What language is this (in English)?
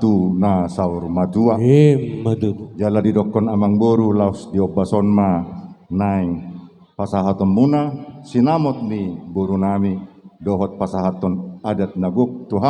Batak Toba